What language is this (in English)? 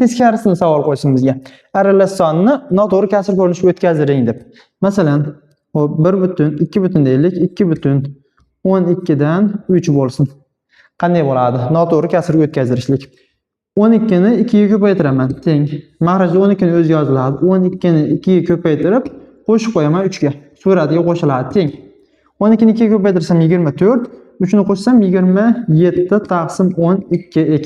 Uzbek